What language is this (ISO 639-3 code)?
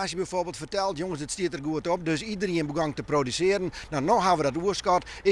fry